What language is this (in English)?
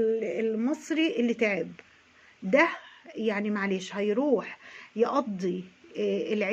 Egyptian Arabic